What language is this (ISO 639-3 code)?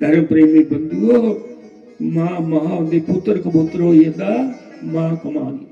doi